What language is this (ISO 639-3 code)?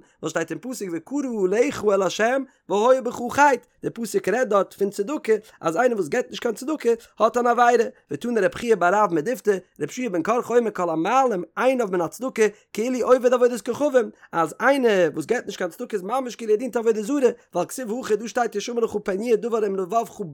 yid